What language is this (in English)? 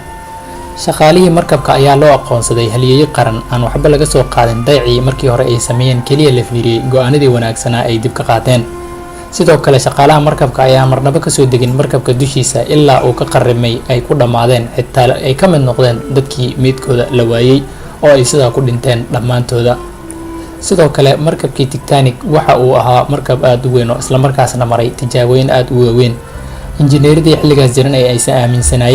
Somali